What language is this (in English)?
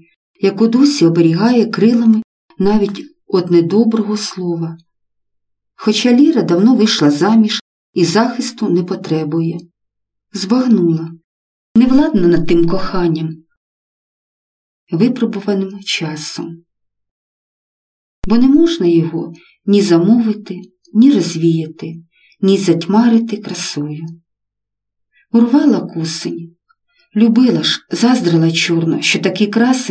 Ukrainian